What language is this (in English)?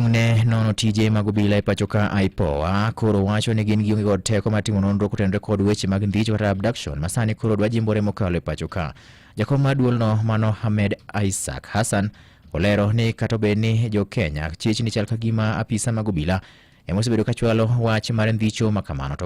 Luo (Kenya and Tanzania)